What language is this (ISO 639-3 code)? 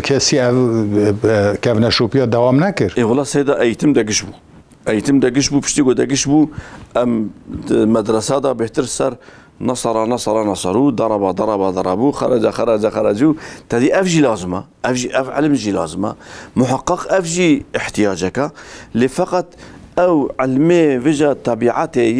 kur